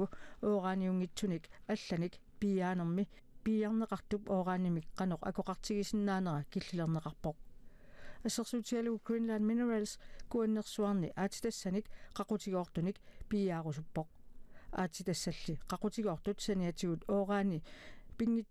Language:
Kalaallisut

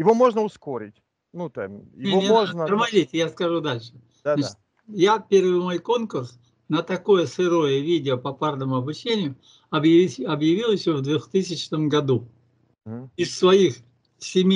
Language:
Russian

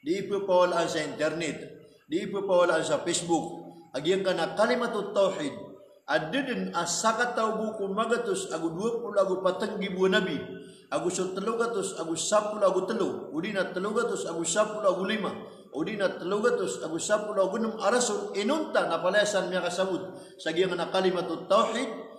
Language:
Maranao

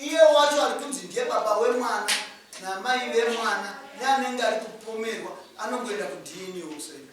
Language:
Shona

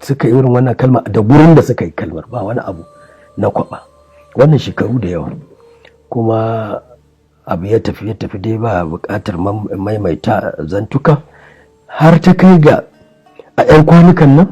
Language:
Hausa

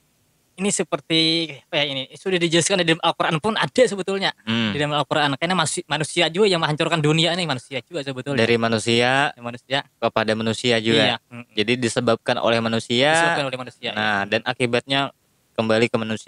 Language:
Banjar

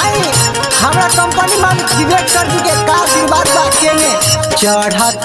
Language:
Bhojpuri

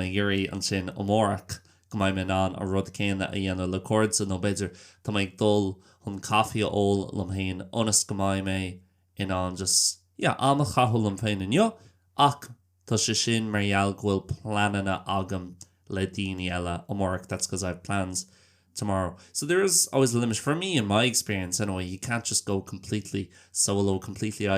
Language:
Irish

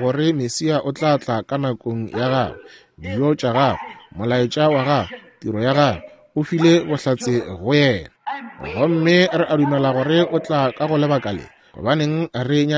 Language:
Northern Sotho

